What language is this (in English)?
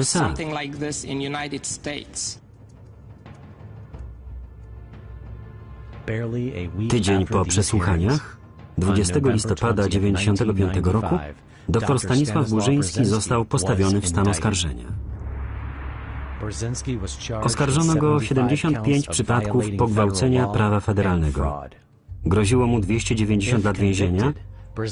Polish